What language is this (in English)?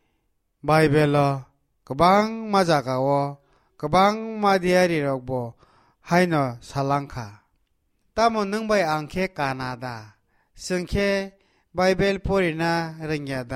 Kok Borok